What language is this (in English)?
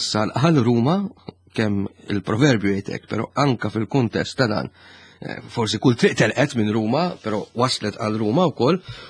Maltese